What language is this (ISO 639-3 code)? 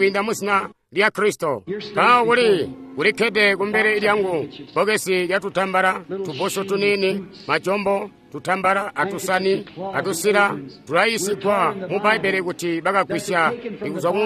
toi